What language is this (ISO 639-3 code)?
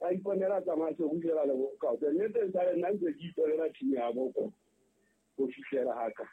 sot